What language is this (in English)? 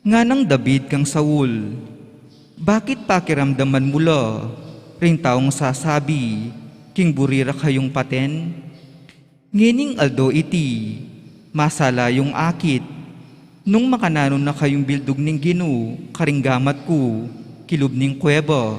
Pampanga